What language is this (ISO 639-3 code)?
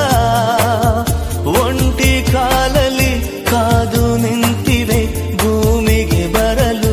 kan